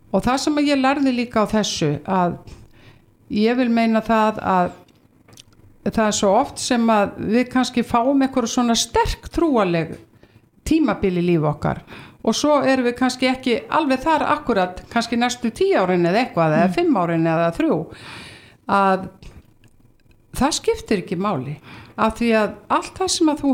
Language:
Icelandic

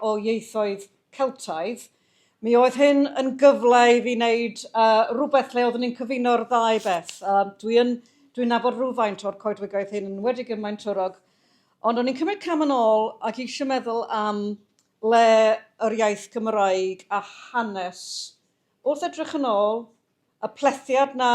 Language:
Welsh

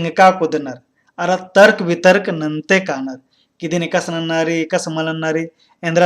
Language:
Kurukh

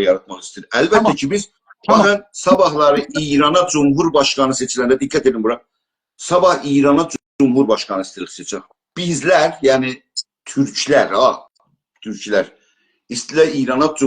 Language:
South Azerbaijani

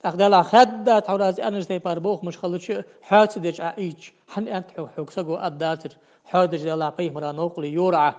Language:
Ingush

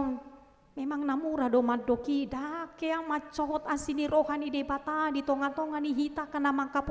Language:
Batak Toba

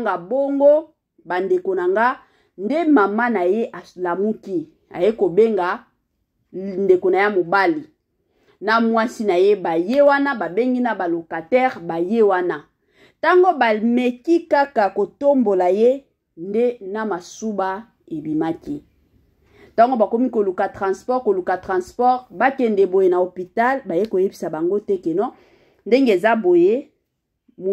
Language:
Lingala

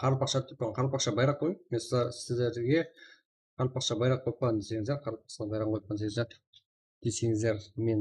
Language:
Kara-Kalpak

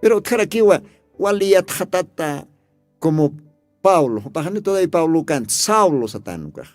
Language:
Aymara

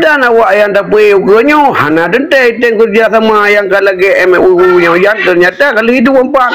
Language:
Achinese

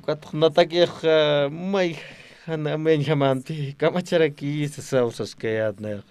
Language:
Aymara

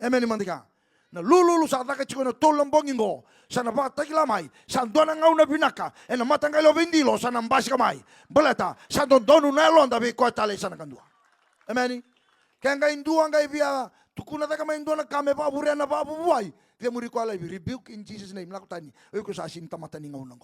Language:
Fijian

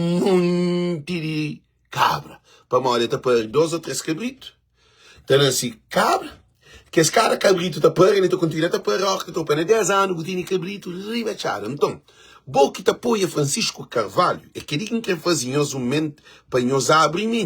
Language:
Kabuverdianu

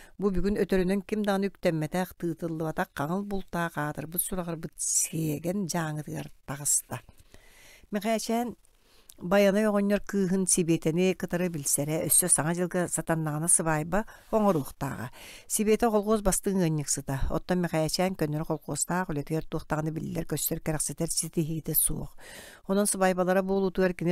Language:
Yakut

